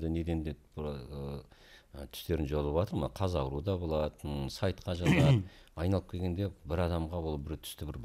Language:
Kazakh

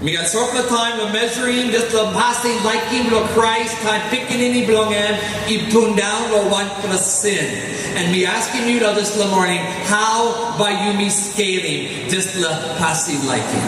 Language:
Tok Pisin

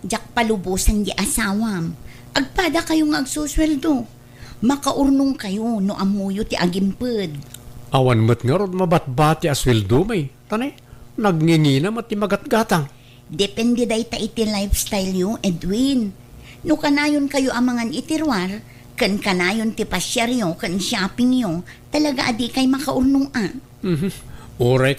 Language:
Iloko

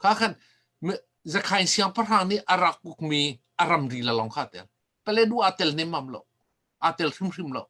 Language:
Hakha Chin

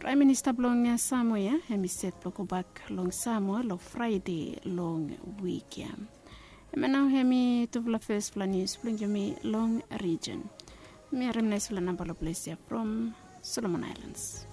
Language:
Bislama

